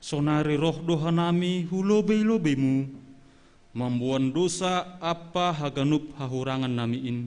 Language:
Batak Simalungun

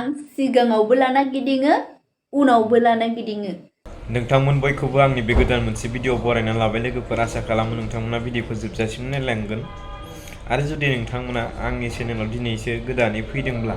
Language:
Bodo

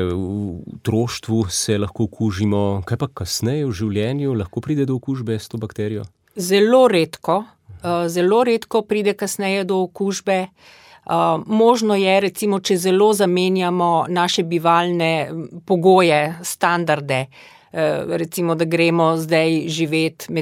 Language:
Slovenian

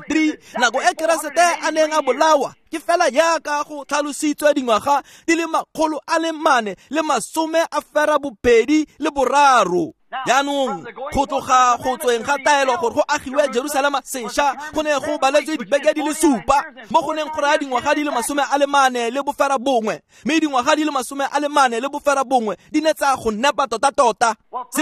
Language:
Tswana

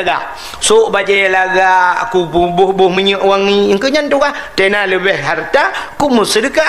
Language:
Achinese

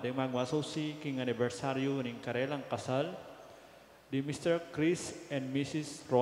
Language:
Pampanga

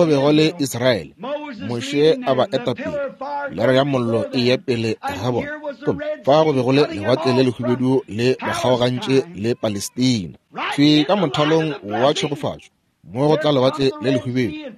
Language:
Northern Sotho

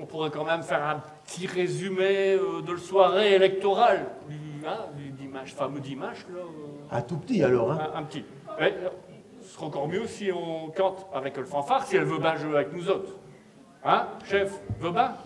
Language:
Picard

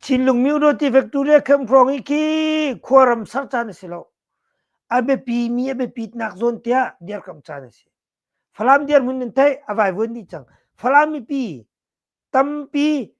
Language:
Hakha Chin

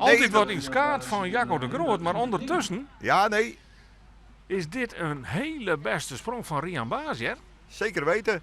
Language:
Western Frisian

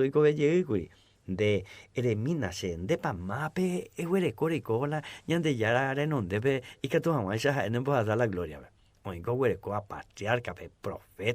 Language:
Guarani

